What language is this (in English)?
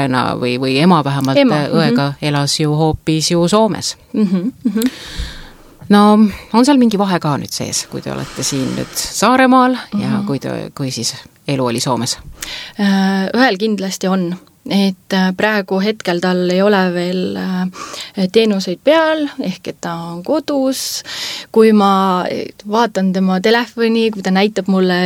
Estonian